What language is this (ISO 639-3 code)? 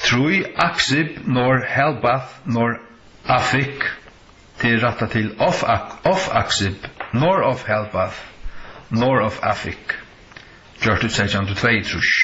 fao